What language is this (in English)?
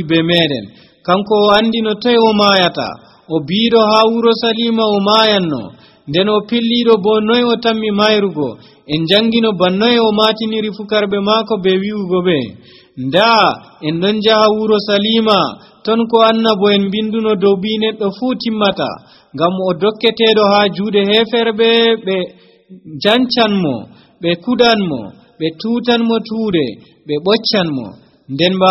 Nigerian Fulfulde